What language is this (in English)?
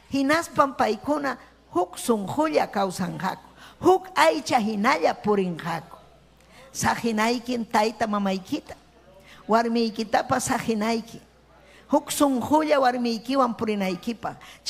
Ayacucho Quechua